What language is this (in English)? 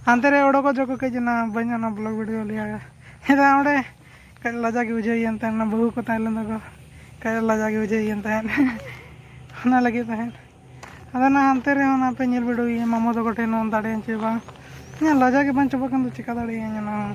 Santali